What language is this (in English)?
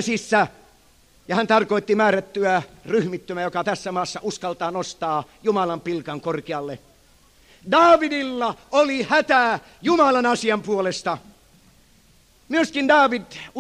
Finnish